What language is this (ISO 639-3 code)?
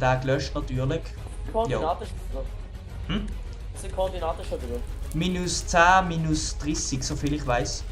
gsw